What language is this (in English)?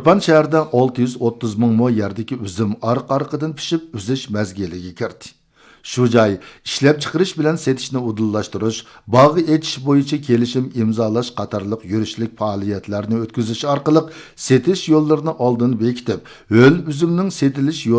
Uyghur